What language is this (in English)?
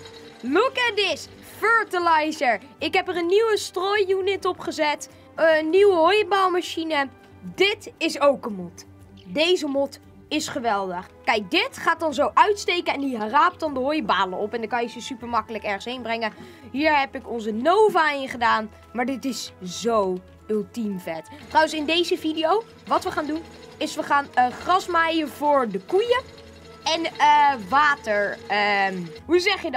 Dutch